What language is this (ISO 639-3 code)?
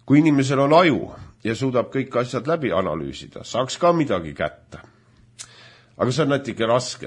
est